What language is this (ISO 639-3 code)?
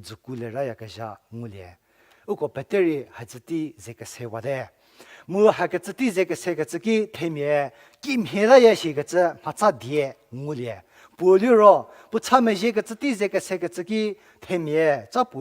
njm